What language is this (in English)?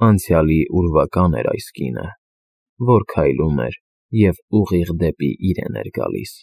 Armenian